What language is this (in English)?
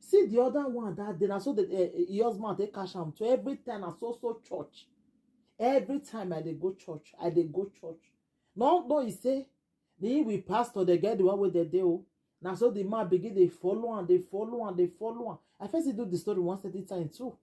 Nigerian Pidgin